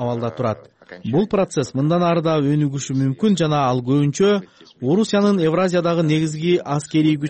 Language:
Kyrgyz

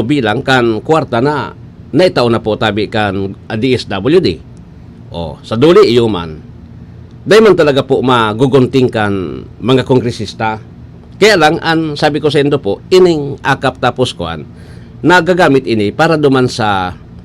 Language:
Bikol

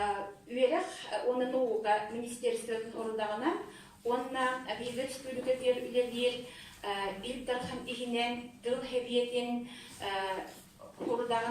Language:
Yakut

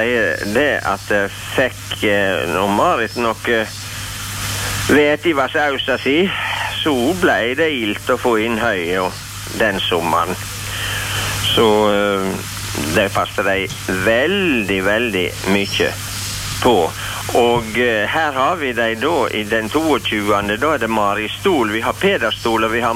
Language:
Norwegian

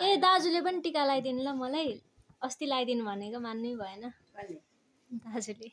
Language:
Nepali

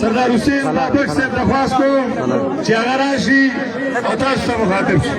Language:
Pashto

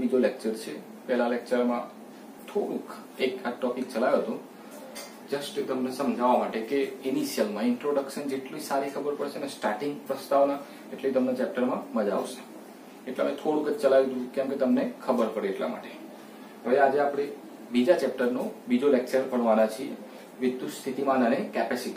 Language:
Gujarati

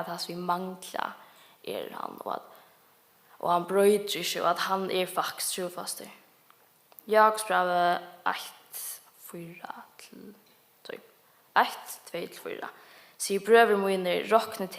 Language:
Faroese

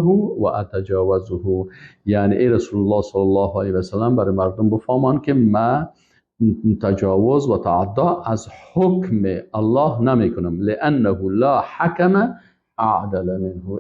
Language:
Persian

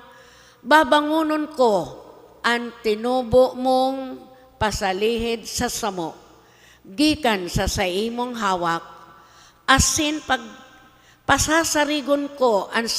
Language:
Bikol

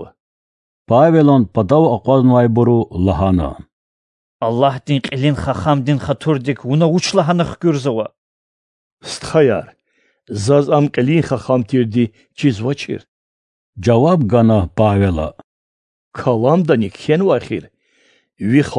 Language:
Lezghian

